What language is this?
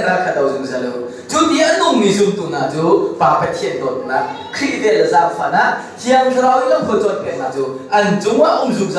Hakha Chin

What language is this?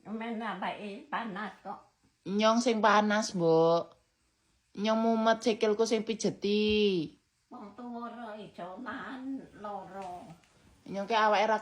Javanese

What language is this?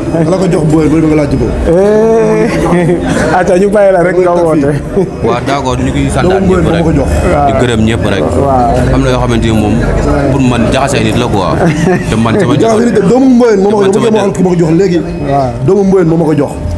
Wolof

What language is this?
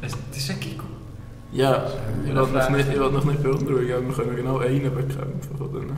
Swiss German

